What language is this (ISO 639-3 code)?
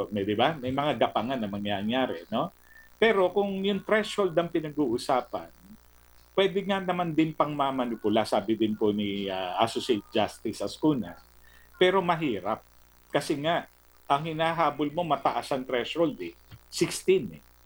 fil